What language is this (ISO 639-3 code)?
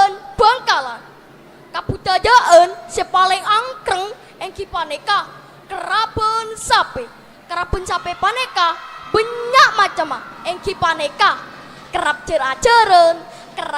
mad